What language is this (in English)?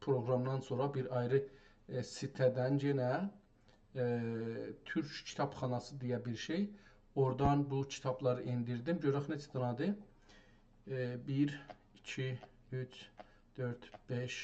South Azerbaijani